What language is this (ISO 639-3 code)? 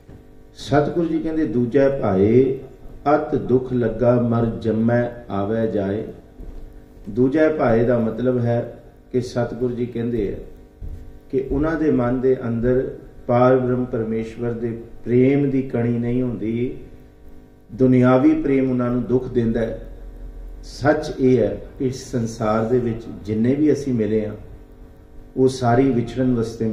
pan